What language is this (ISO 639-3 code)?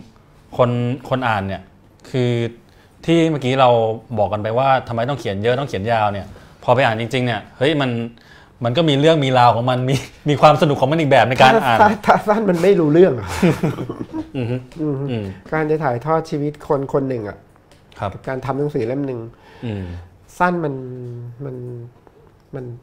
tha